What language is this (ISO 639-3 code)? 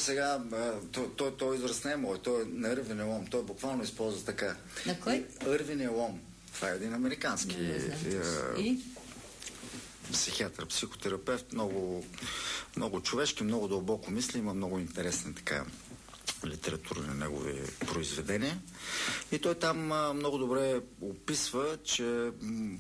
bul